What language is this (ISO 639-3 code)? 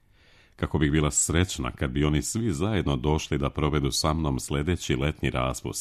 srp